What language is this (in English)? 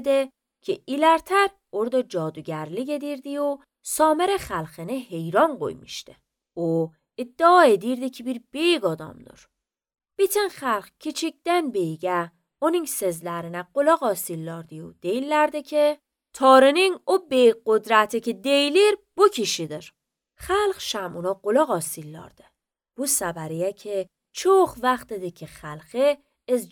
Azerbaijani